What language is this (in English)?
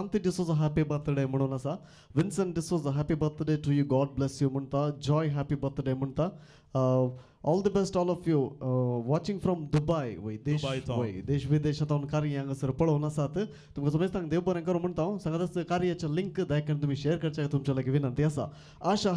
Konkani